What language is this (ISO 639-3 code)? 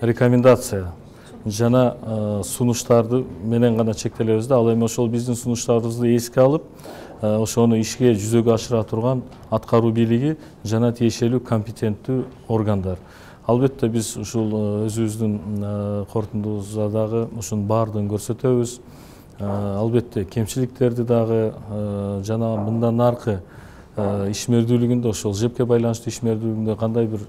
kir